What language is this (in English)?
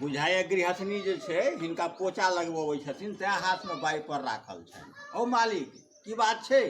Maithili